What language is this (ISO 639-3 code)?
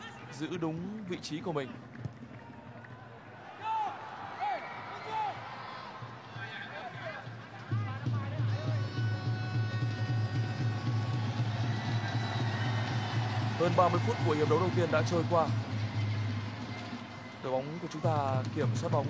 vie